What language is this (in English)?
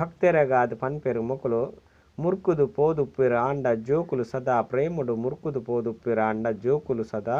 Tulu